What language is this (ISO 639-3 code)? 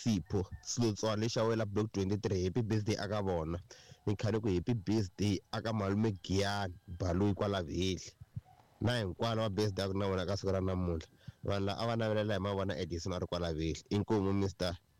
tso